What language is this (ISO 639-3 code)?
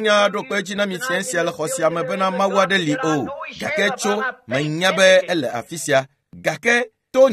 ewe